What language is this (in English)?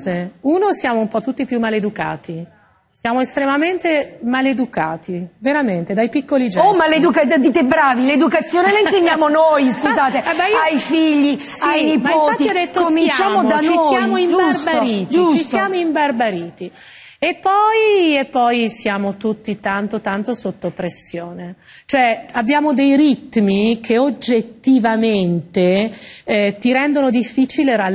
Italian